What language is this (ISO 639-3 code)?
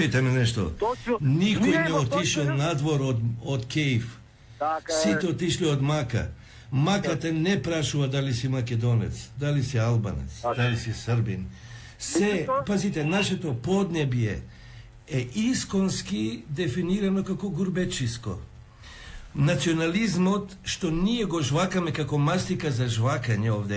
mkd